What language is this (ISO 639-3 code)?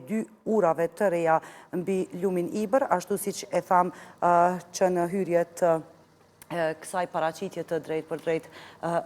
sqi